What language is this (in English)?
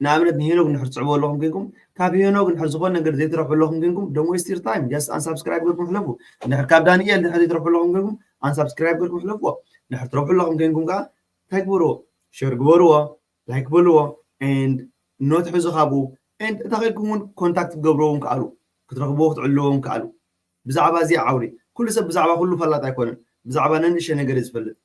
Tigrinya